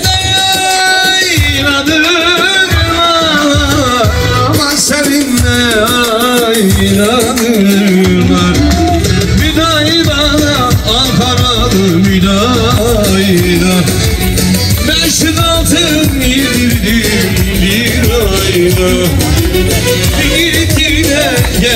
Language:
Turkish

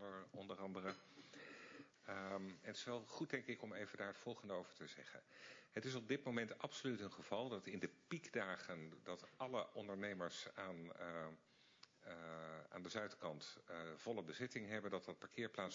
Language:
Dutch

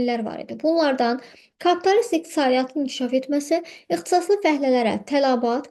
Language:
Azerbaijani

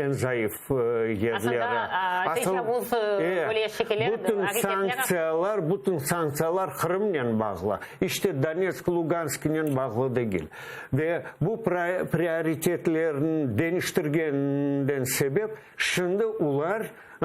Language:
Crimean Tatar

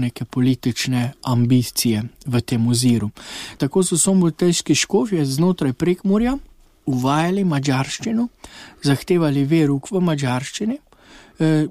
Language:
Slovenian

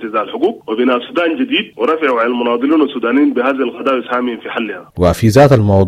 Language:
Sudanese Arabic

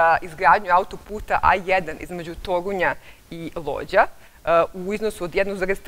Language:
Serbian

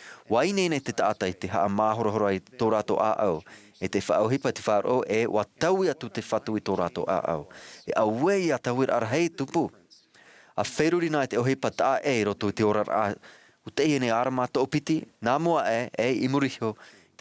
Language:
Tahitian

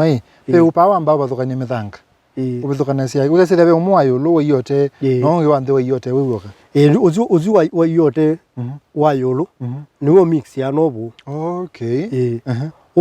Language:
Kamba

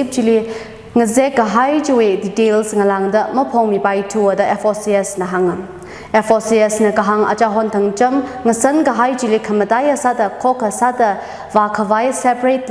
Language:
Tangkhul Naga (India)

